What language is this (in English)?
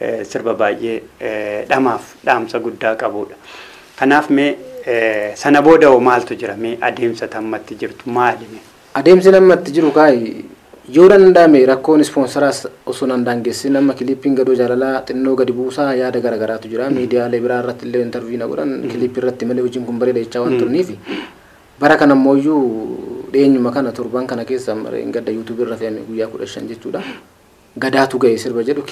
Oromo